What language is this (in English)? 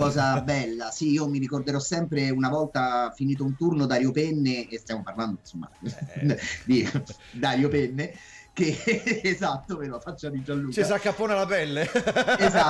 Italian